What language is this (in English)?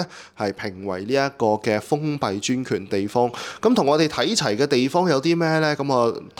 Cantonese